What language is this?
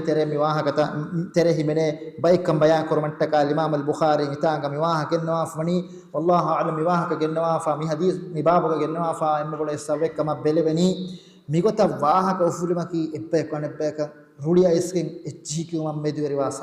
Divehi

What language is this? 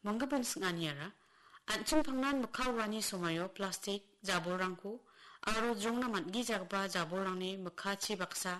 Garo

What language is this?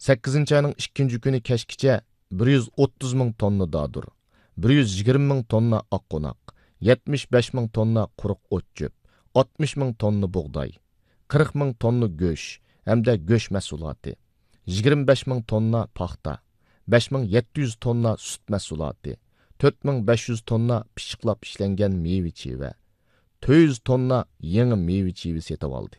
Uyghur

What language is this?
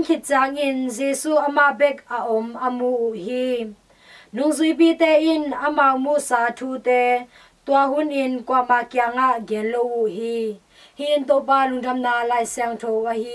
Tedim Chin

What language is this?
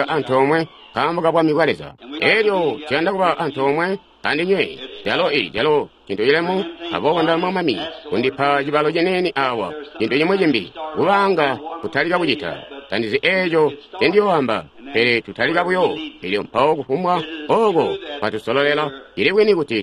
Tonga (Zambia)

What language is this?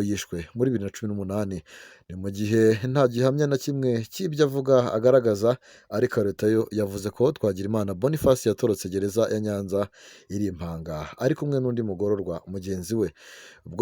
Kinyarwanda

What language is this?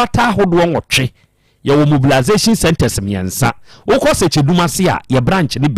Akan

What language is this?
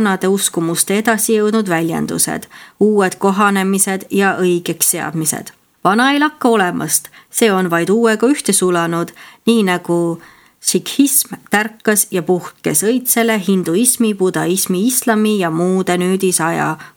Estonian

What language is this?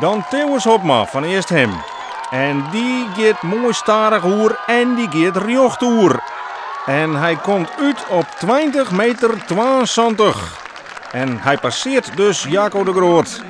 Western Frisian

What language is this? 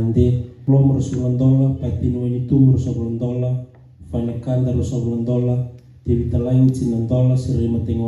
Fijian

